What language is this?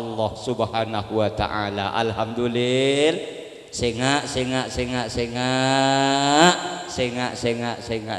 Madurese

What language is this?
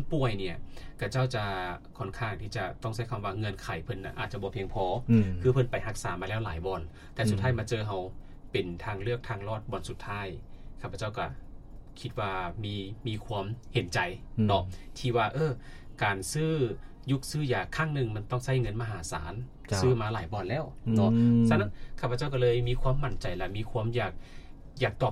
Lao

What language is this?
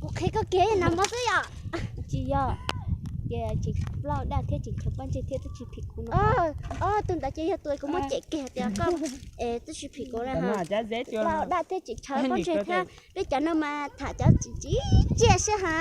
Hmong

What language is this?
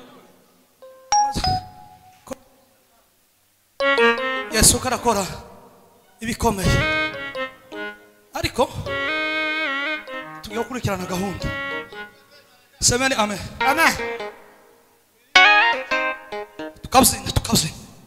Kinyarwanda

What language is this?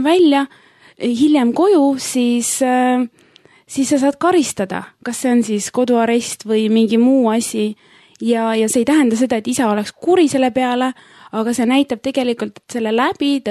Estonian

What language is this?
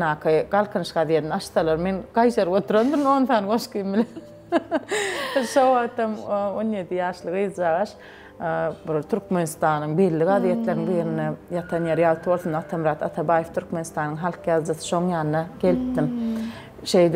Turkmen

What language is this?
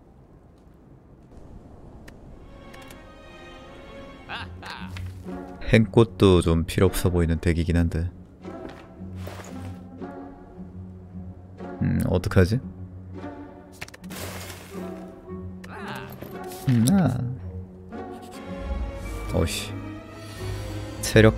Korean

